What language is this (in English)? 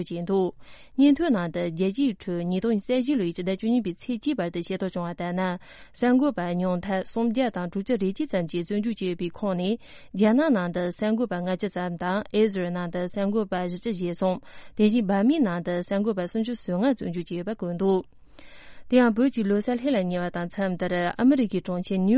Tibetan